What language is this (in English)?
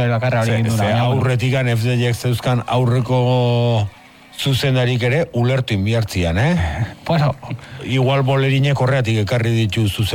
Basque